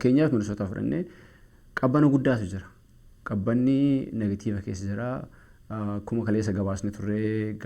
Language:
Oromo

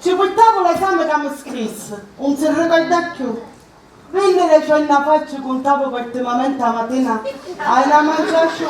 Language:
Sicilian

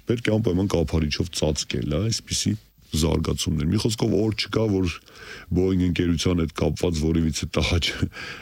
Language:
Armenian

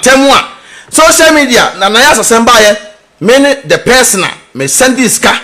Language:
Akan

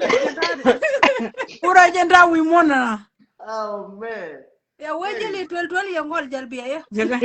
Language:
Nuer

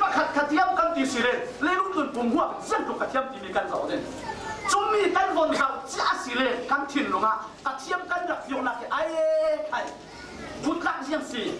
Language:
Falam Chin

